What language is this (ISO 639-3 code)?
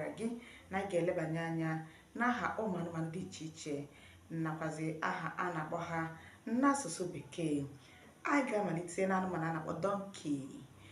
ibo